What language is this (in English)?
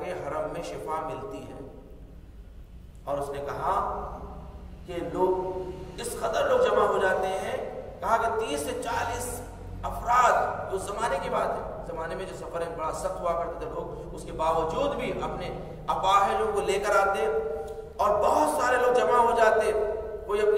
Urdu